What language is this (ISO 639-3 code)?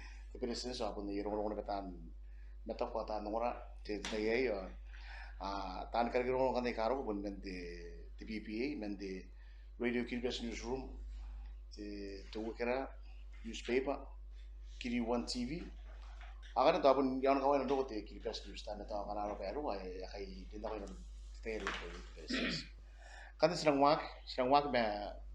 gil